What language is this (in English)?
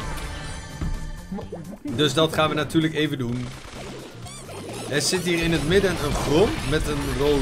Dutch